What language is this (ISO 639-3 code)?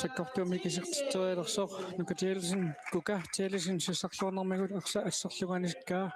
kal